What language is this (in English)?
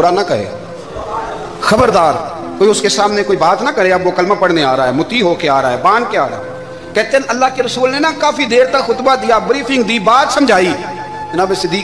Urdu